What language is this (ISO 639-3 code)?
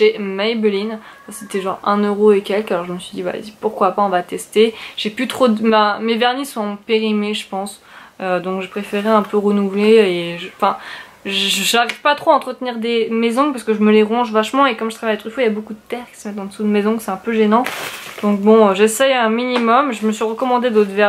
fra